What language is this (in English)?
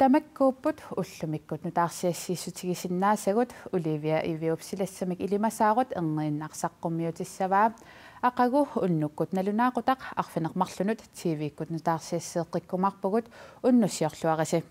Kalaallisut